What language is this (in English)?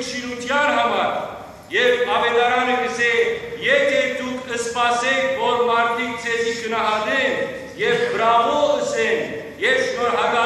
Western Armenian